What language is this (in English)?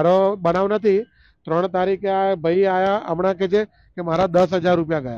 Gujarati